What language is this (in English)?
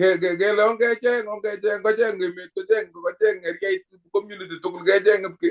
Kalenjin